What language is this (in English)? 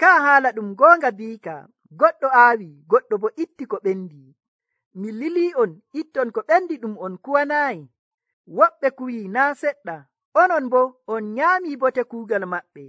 Nigerian Fulfulde